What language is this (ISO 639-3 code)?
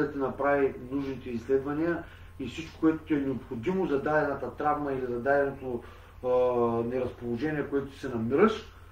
bul